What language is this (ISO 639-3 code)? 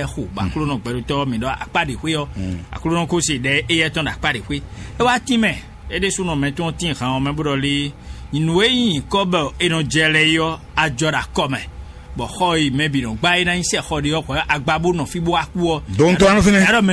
fon